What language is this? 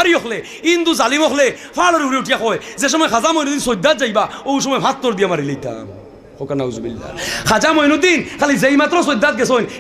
Sylheti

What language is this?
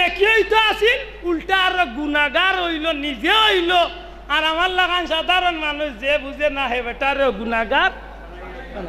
Sylheti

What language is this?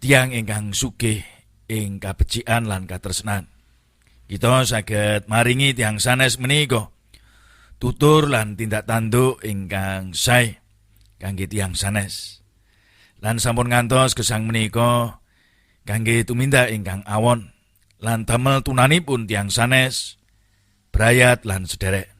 Javanese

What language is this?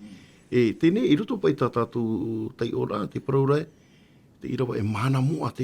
Tahitian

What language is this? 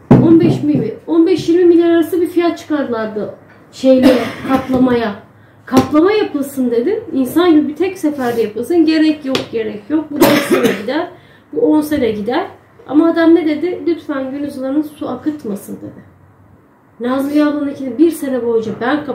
Turkish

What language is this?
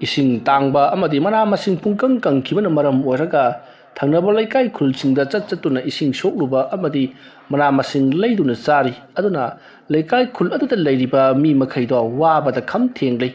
Manipuri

